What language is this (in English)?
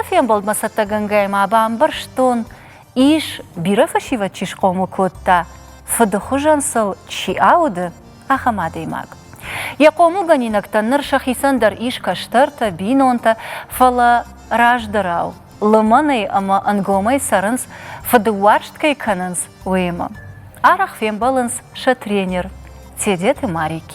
Ossetic